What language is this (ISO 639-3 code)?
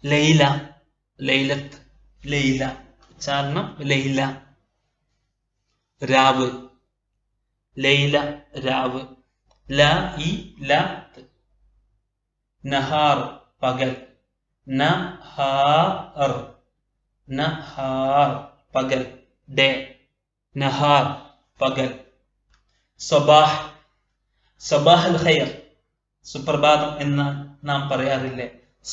mal